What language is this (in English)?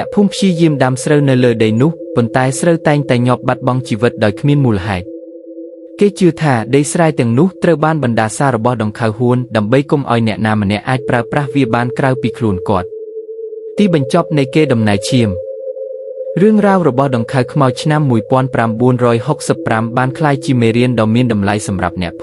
Khmer